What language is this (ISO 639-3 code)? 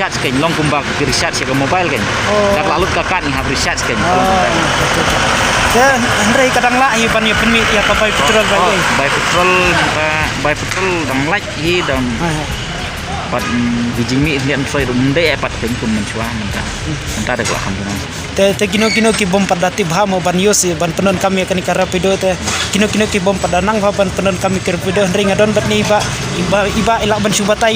kha